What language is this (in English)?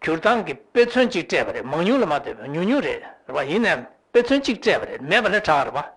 Tibetan